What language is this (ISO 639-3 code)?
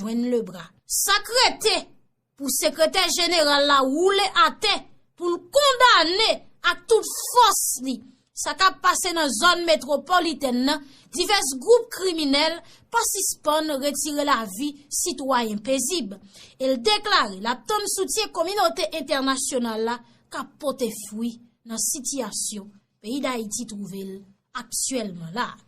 hat